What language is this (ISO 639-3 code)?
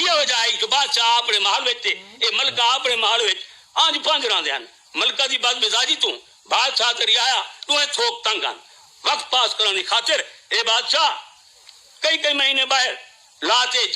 skr